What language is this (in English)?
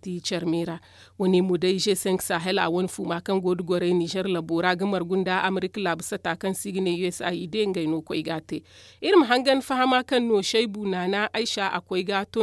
Zarma